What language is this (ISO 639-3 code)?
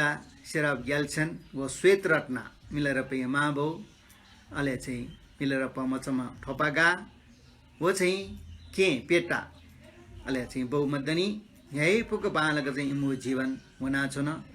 new